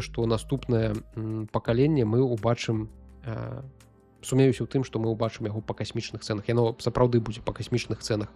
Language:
Belarusian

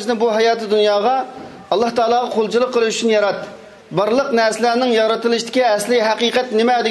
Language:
Uyghur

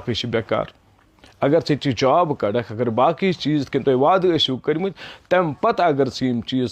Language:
Kashmiri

